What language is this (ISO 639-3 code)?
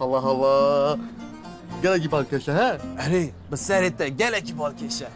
kur